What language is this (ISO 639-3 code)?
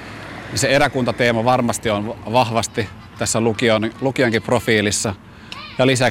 fin